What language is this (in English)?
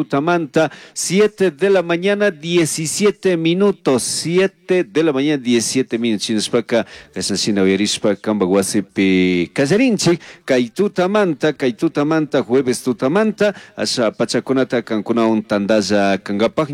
Chimborazo Highland Quichua